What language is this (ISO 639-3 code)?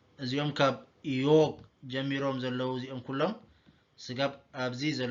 tir